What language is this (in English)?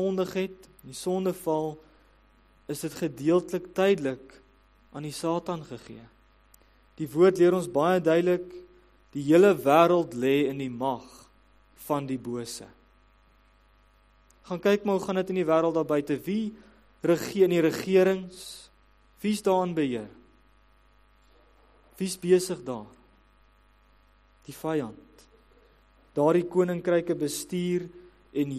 Afrikaans